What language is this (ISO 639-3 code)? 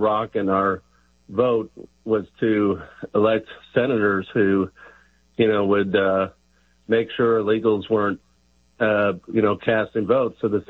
eng